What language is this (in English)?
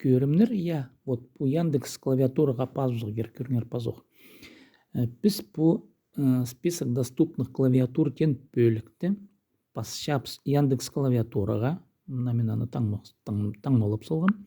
Khakas